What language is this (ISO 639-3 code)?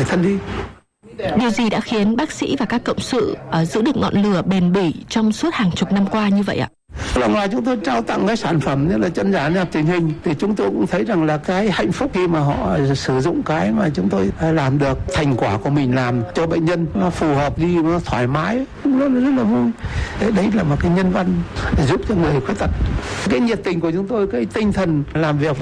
vie